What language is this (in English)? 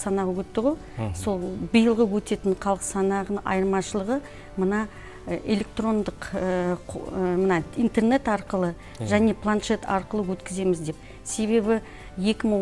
Kazakh